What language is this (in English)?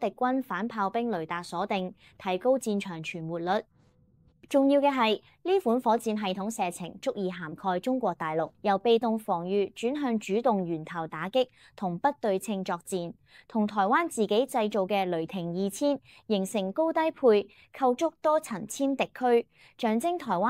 Cantonese